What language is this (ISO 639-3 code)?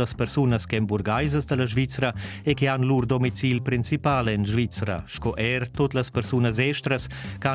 roh